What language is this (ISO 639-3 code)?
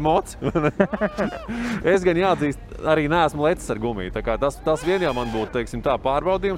lav